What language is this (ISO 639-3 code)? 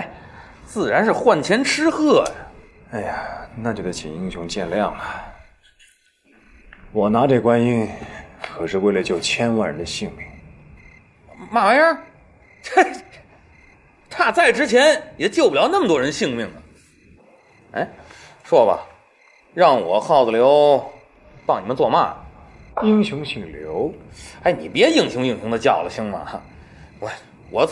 zho